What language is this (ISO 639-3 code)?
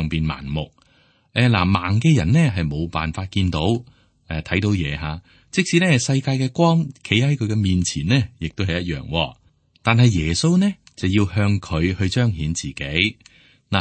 yue